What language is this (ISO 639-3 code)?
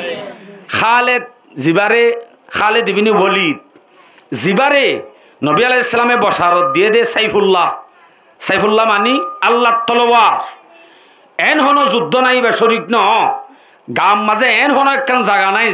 rhg